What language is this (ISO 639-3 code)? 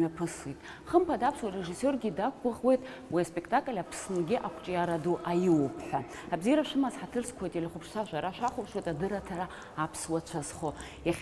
abk